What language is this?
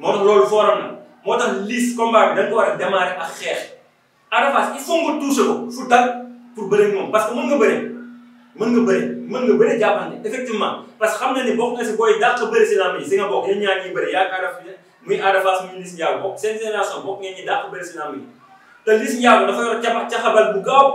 Wolof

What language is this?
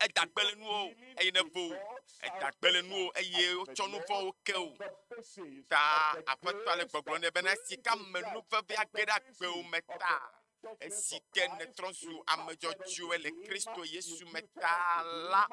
Ewe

